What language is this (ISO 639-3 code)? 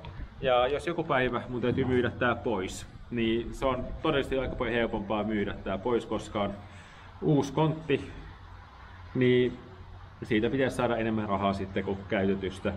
fin